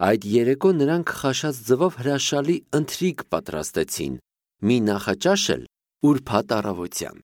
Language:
Armenian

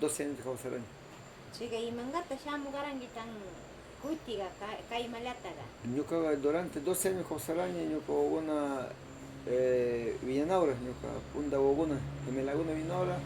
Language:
Northern Pastaza Quichua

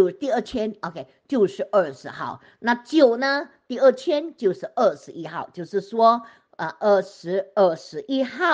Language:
Chinese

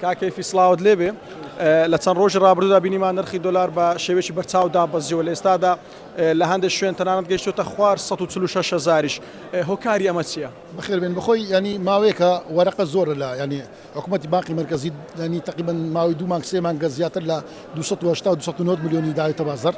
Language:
Central Kurdish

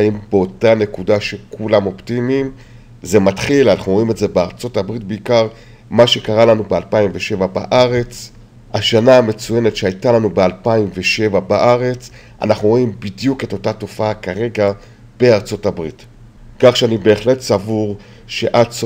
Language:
Hebrew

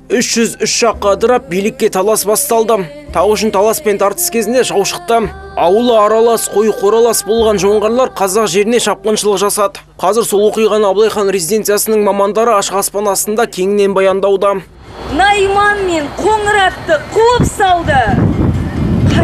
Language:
Kazakh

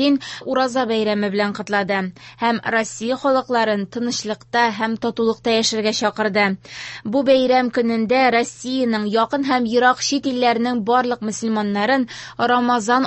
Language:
Tatar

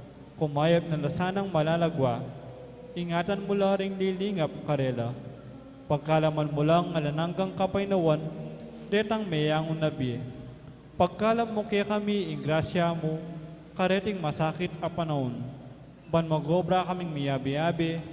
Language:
Pampanga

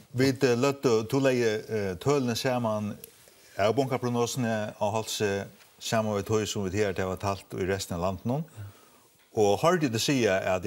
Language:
Faroese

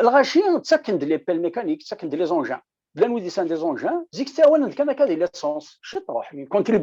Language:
Kabyle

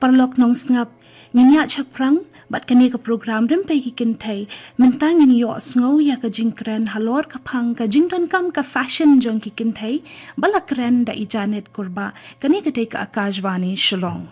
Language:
Khasi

